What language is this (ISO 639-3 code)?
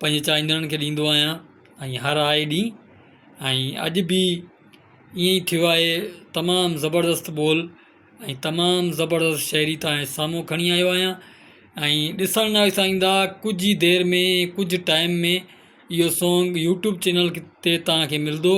snd